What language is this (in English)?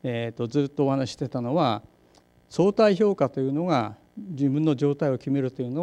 Japanese